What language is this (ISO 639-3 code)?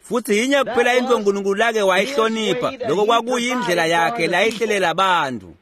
ssw